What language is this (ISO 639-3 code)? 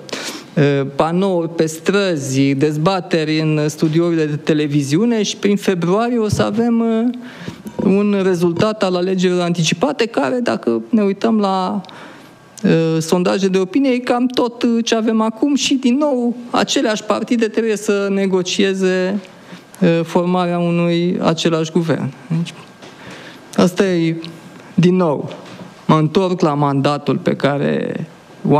ron